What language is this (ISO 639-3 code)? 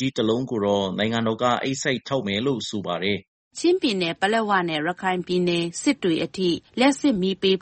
mya